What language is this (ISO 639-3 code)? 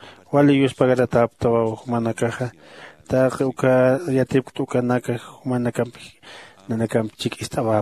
aym